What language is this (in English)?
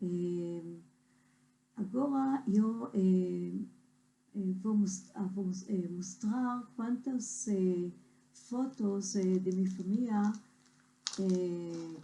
Ladino